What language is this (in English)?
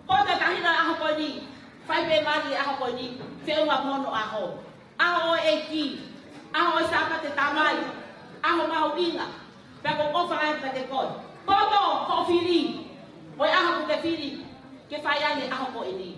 Tongan